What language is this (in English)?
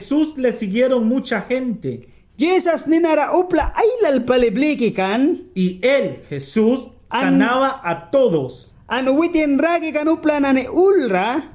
Mískito